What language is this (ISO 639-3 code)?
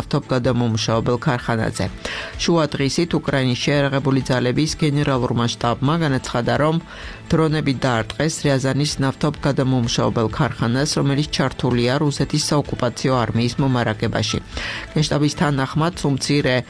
kat